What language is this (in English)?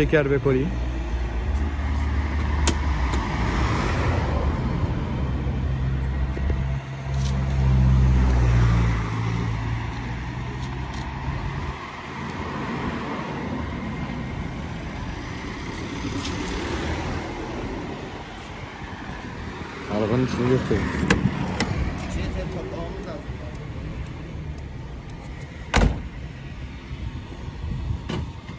Turkish